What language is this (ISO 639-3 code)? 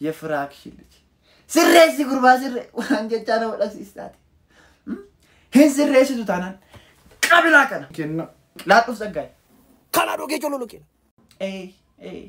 orm